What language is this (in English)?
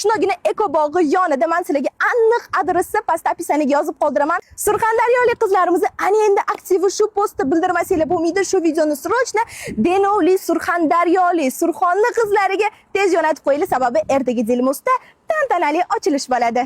Uzbek